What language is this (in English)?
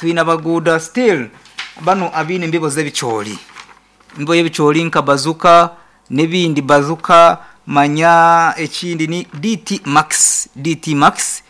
Nyankole